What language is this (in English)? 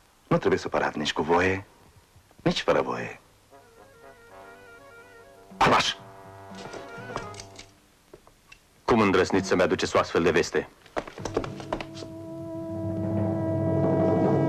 Romanian